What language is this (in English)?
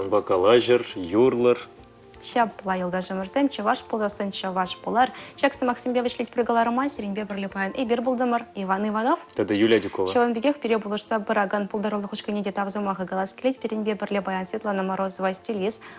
Chuvash